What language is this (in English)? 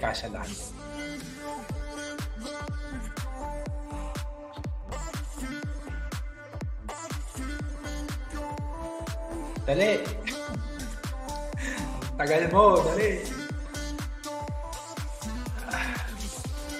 Filipino